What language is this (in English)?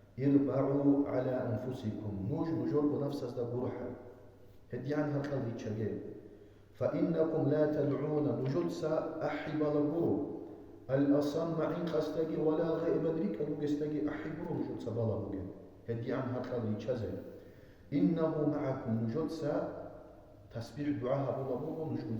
Avaric